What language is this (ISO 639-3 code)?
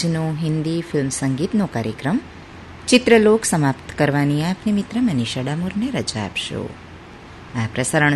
guj